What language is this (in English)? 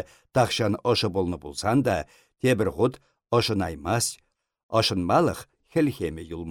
Chuvash